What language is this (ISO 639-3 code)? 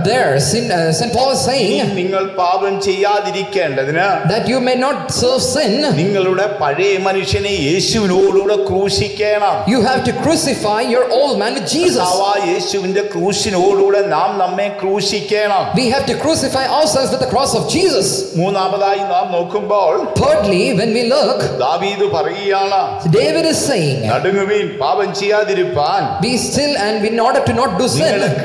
mal